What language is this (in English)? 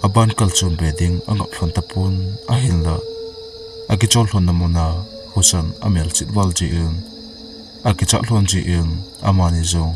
Thado Chin